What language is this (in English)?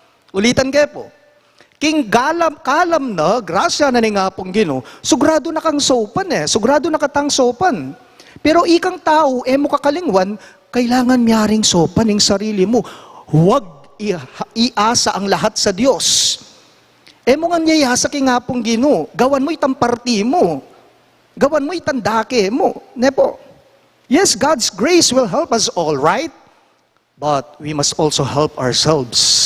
Pampanga